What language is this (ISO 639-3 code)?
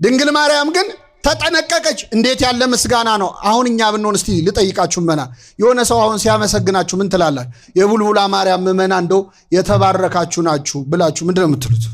amh